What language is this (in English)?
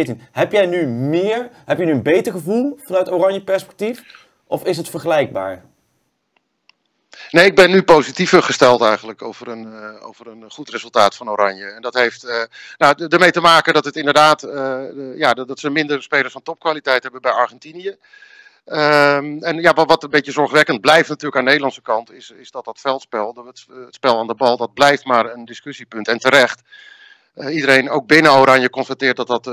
Dutch